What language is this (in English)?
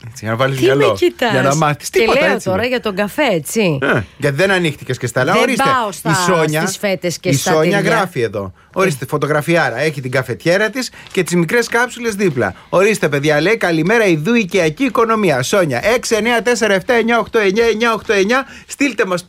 Greek